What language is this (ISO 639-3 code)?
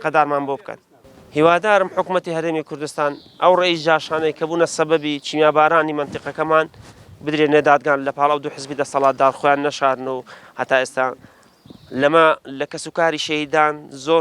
ckb